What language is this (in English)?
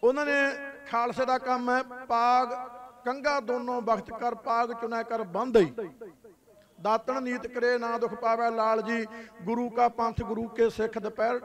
Punjabi